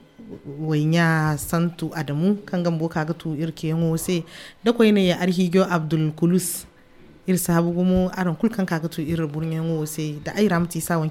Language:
Zarma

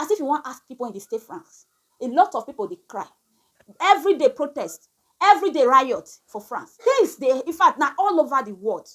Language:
Nigerian Pidgin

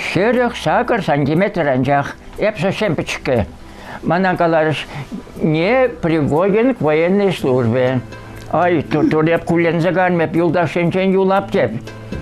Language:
Chuvash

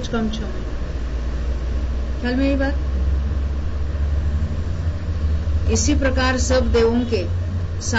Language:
Hindi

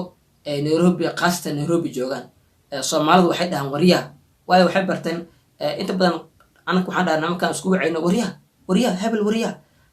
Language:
Somali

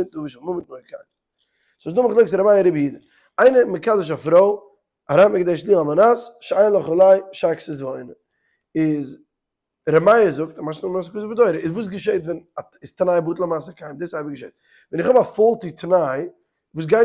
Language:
Yiddish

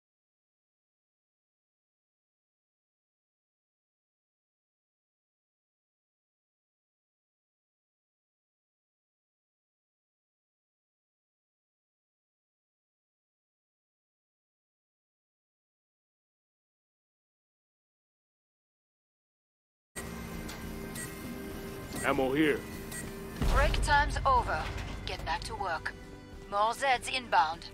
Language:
English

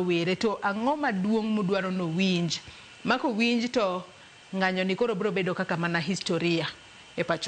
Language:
Luo (Kenya and Tanzania)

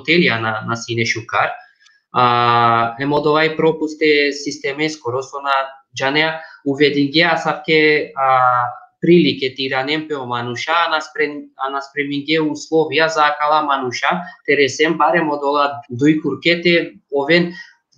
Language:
Balkan Romani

